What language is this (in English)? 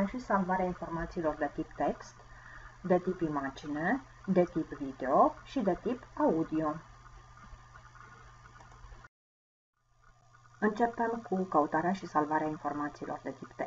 Romanian